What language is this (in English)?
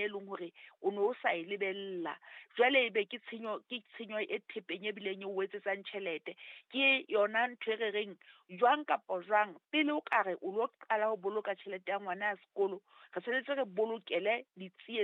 Southern Sotho